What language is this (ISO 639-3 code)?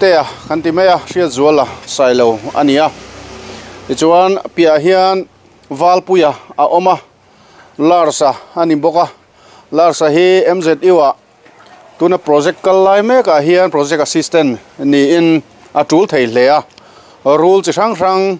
lus